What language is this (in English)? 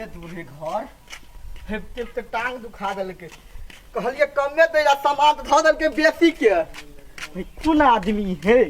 Maithili